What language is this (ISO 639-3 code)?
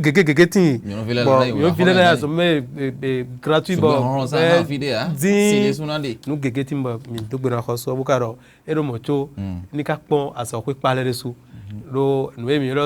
fon